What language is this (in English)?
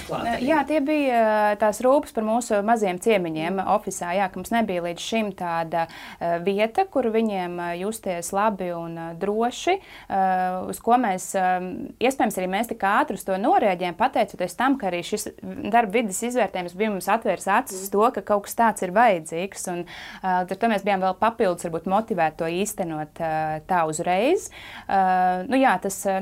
Latvian